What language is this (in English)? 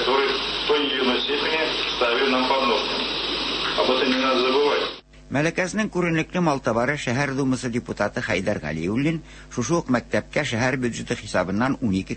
Tatar